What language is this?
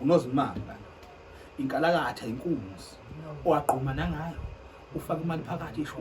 Zulu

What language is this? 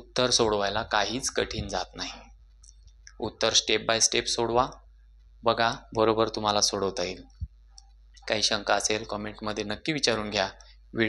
Marathi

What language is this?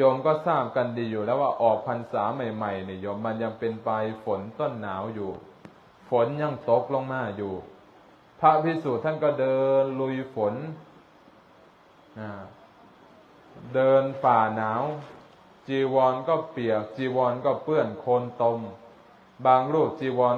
Thai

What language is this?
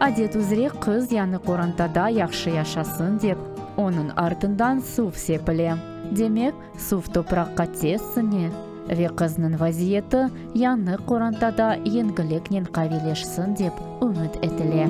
Crimean Tatar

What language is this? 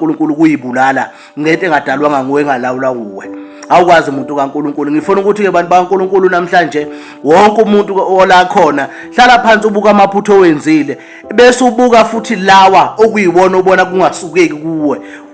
Zulu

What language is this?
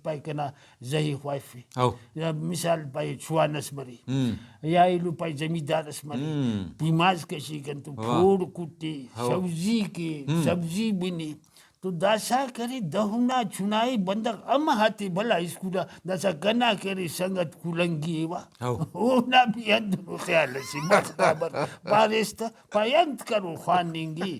Brahui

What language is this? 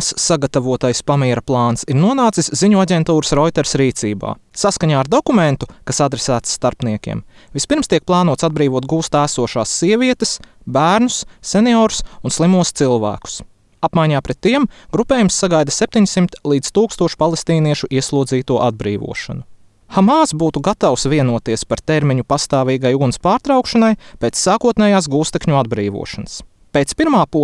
Latvian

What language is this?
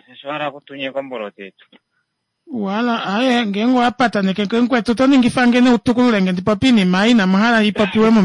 Kuanyama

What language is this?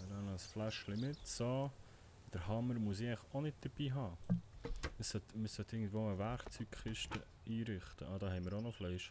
Swiss German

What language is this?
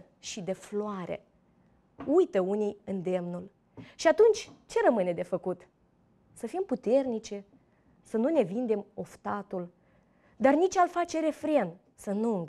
Romanian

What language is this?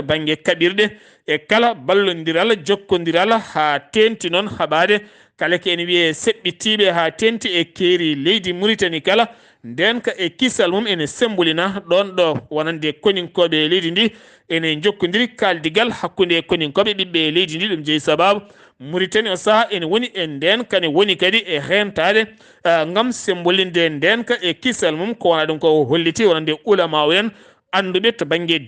Fula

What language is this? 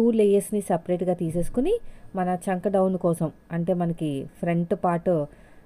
Telugu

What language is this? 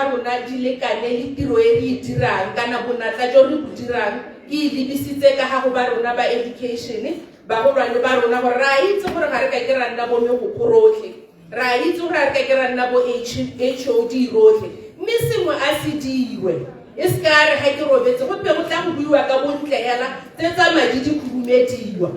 Tswana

